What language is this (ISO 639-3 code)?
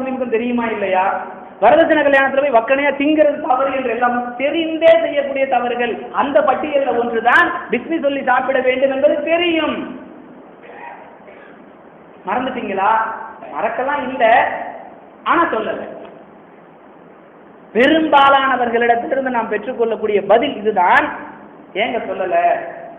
tam